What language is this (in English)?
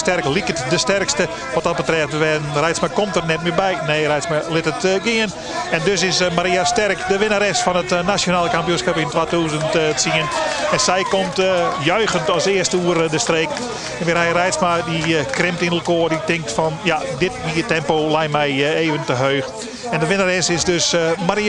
Western Frisian